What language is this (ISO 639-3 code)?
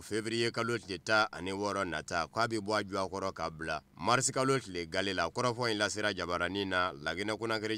bam